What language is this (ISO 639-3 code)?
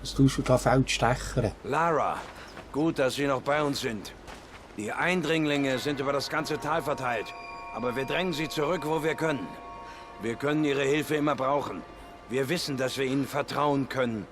gsw